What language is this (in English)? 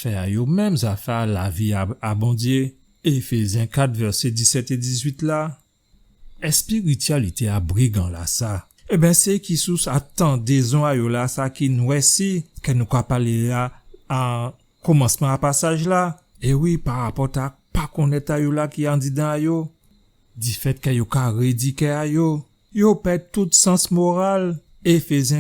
Guadeloupean Creole French